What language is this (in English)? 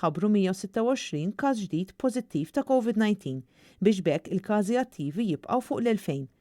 Maltese